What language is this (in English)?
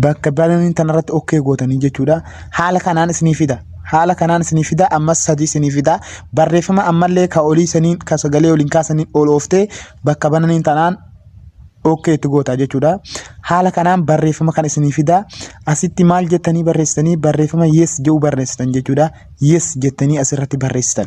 Oromo